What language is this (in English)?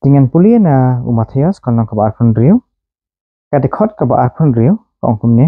Khasi